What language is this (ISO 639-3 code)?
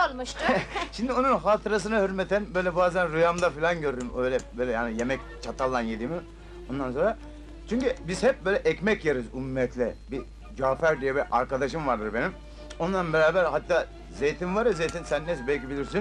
tur